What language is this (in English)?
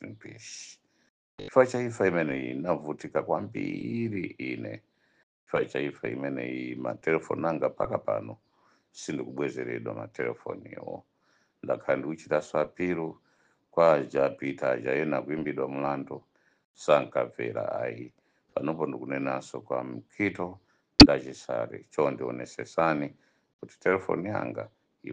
Nyanja